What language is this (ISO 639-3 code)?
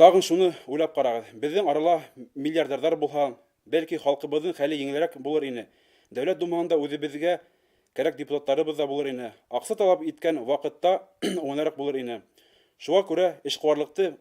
bak